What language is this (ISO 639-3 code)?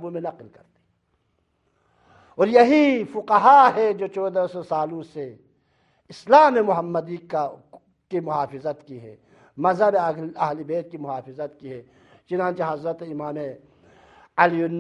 urd